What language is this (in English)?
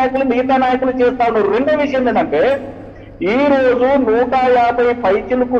Telugu